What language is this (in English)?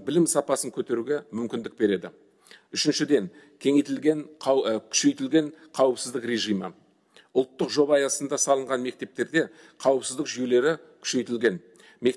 Kazakh